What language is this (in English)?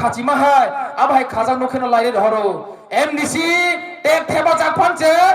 Kok Borok